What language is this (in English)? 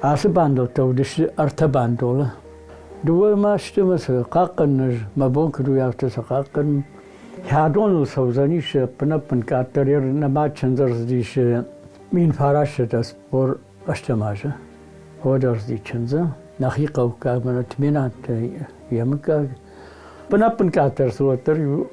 Ossetic